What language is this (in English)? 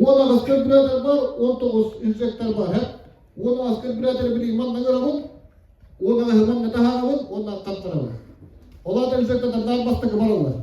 Yakut